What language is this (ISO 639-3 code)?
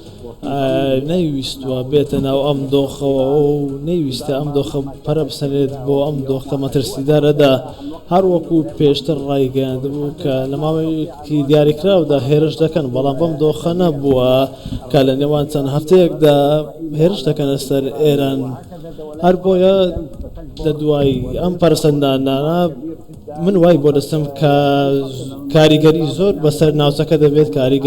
ckb